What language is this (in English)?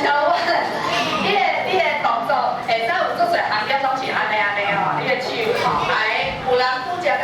Min Nan Chinese